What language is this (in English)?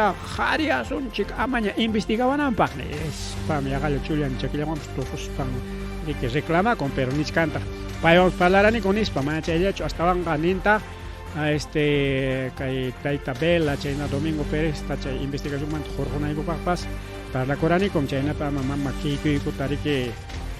Ayacucho Quechua